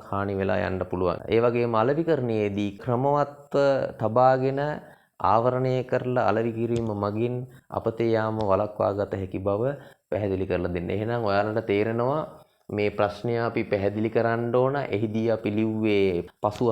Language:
Sinhala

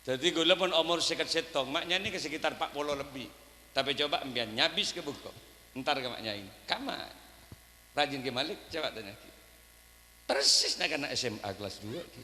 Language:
Madurese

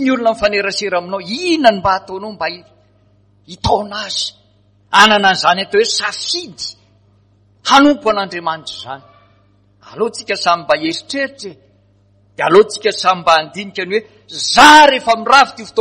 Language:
Malagasy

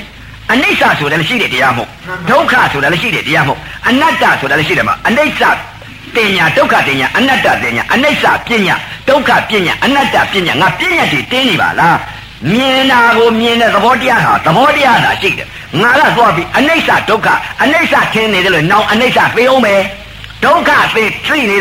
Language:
Burmese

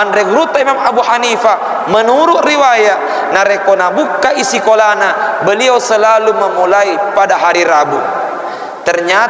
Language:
Buginese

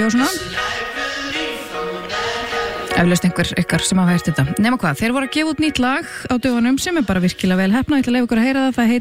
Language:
Icelandic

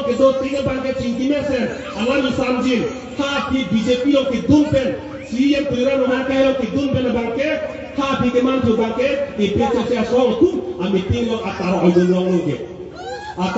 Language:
Karbi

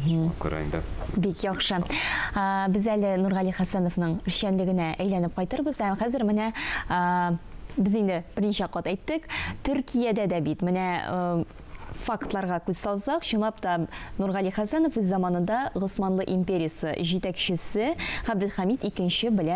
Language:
Tatar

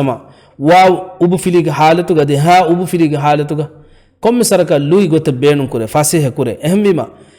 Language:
Divehi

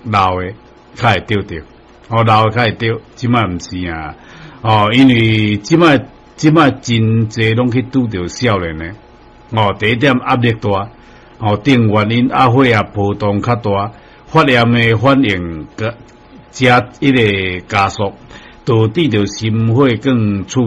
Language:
Min Nan Chinese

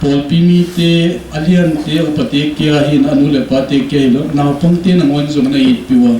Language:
Paite Chin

